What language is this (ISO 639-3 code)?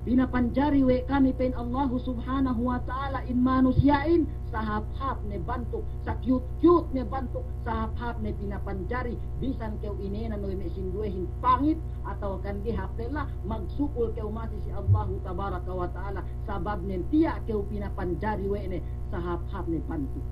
yka